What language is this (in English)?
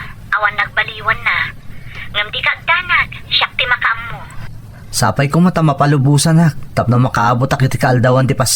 Iloko